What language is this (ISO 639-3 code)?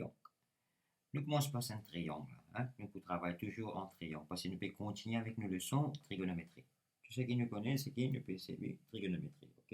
mfe